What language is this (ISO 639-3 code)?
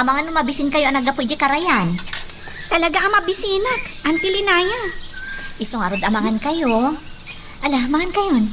ilo